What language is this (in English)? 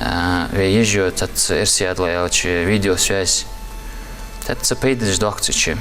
Ingush